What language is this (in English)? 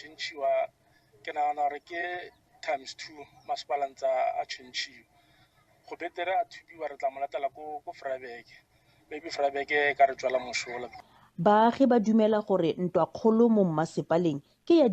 Tswana